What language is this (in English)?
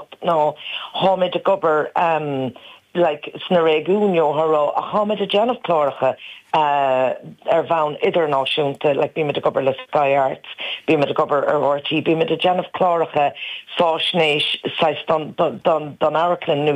Irish